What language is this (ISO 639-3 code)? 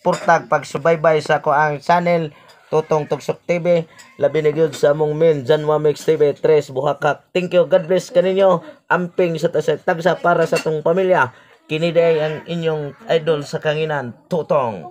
ceb